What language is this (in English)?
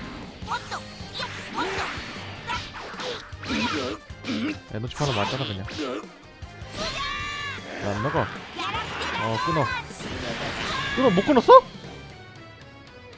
Korean